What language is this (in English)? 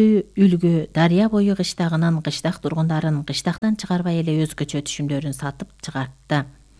Kyrgyz